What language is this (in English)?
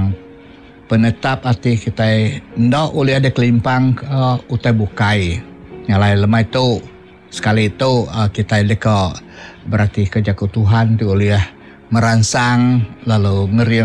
Iban